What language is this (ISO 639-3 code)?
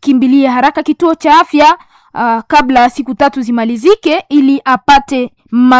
swa